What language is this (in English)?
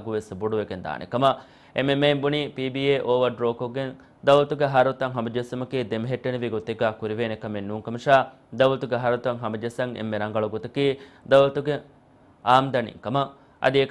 Divehi